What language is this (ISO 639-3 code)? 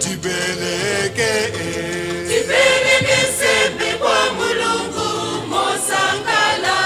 nya